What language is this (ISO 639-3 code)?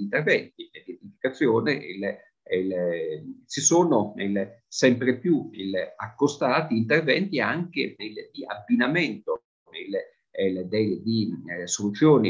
ita